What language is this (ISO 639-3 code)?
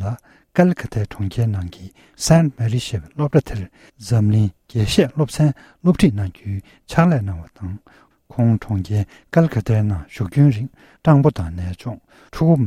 bod